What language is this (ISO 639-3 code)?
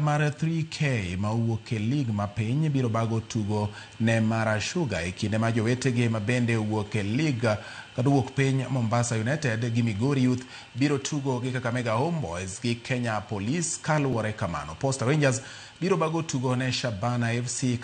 luo